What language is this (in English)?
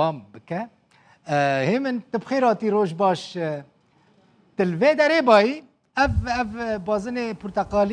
Kurdish